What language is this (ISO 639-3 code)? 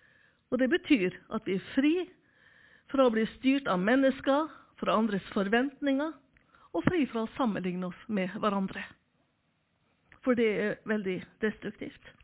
nor